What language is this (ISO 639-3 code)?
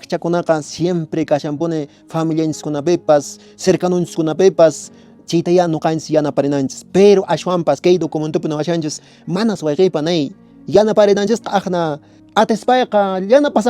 que